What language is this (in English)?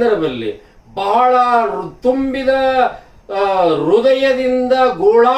Kannada